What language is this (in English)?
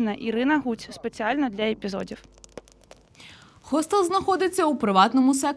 Ukrainian